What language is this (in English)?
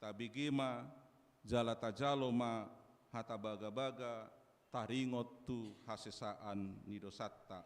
Batak Toba